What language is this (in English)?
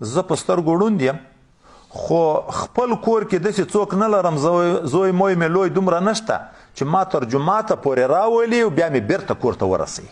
Pashto